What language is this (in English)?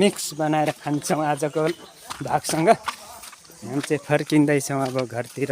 Nepali